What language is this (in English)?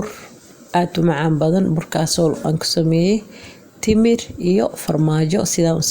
Somali